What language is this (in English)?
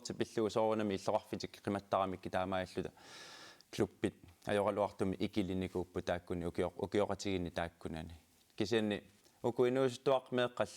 Kalaallisut